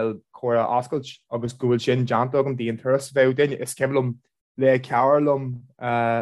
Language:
Irish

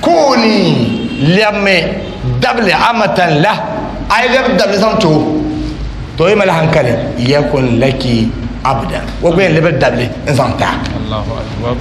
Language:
Dagbani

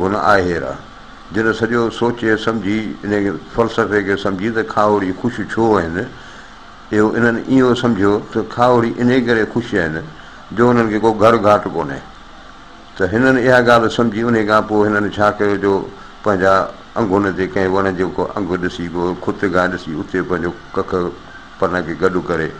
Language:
Sindhi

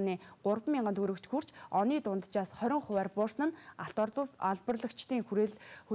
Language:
Mongolian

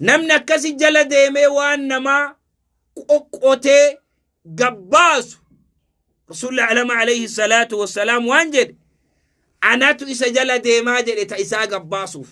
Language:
Oromo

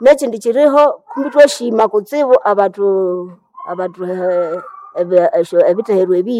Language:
Nande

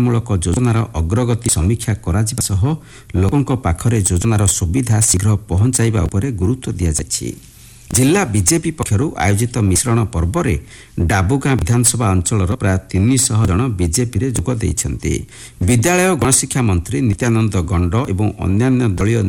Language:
Odia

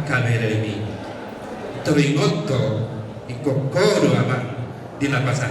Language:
Batak Toba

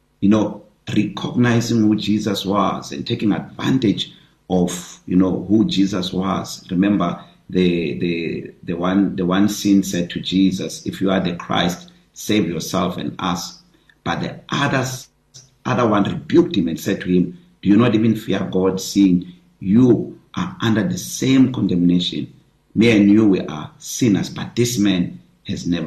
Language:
English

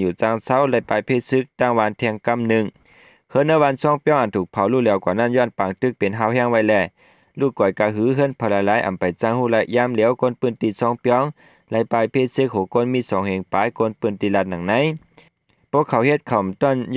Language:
Shan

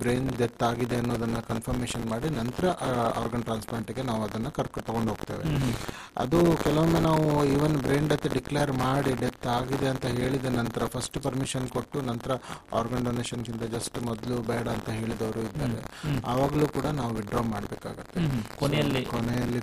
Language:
Kannada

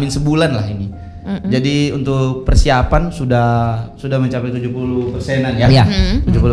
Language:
Indonesian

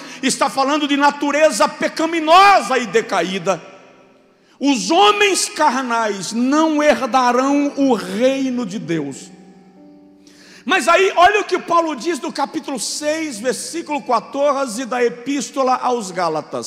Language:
Portuguese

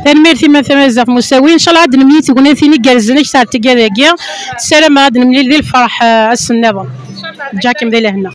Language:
Kabyle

